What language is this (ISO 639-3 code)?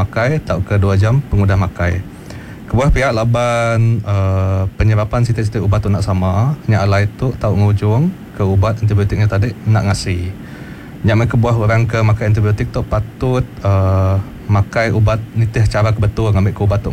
iba